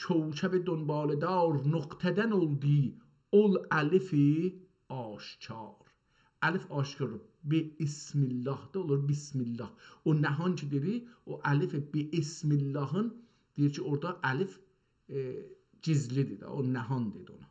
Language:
South Azerbaijani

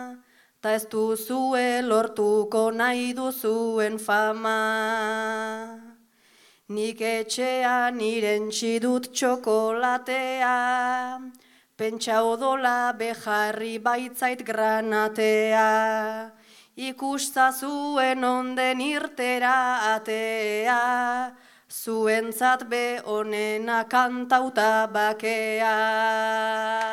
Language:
Basque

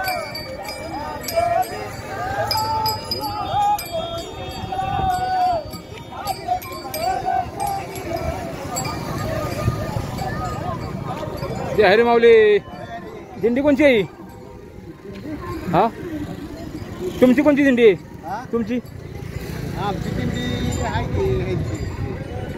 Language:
Marathi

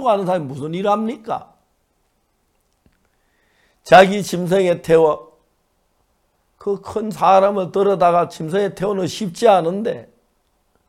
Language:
Korean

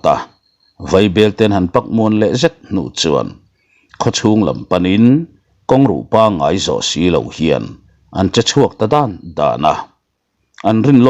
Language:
Mizo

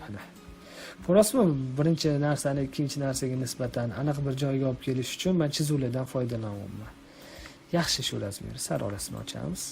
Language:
Uzbek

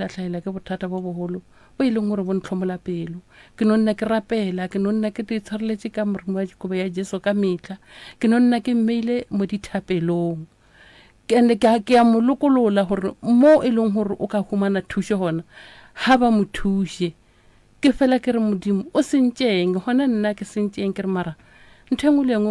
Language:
Northern Sotho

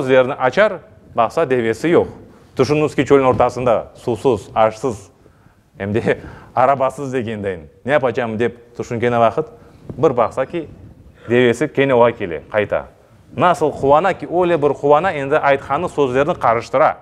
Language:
Crimean Tatar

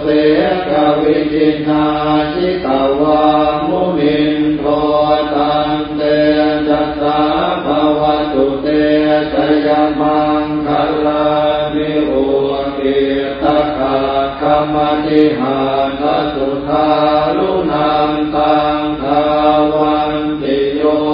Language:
Pali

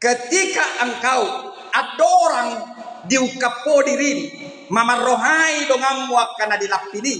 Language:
Batak Toba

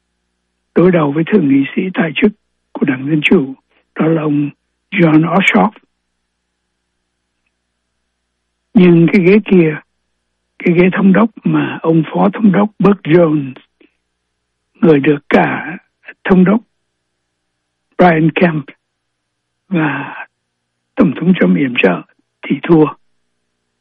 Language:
Vietnamese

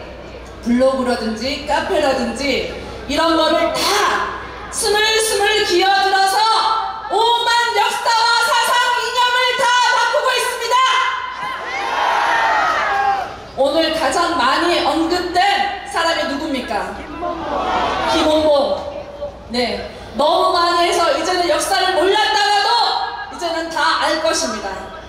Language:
Korean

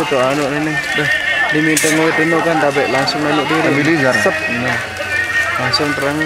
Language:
Sasak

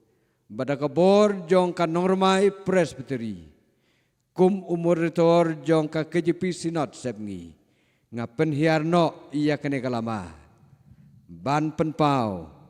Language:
Khasi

